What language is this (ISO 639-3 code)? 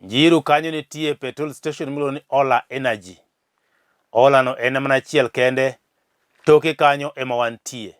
luo